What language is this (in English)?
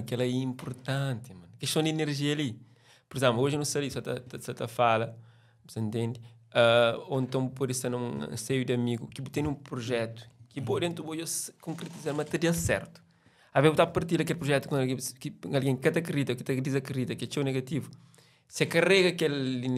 Kabuverdianu